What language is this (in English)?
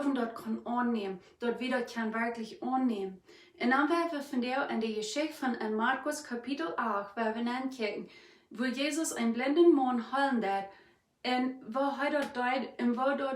Plautdietsch